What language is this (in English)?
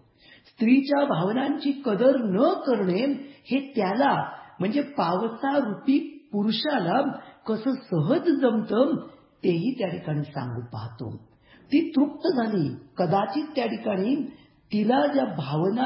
Marathi